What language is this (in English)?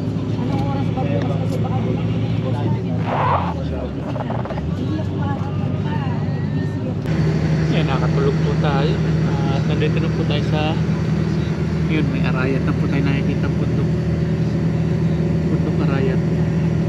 Filipino